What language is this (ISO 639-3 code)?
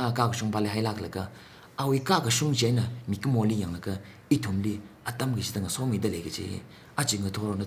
nmf